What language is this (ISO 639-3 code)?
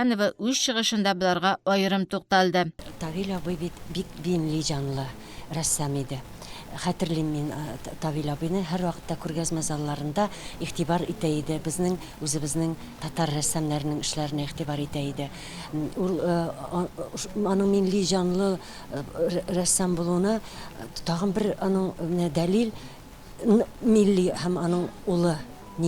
tat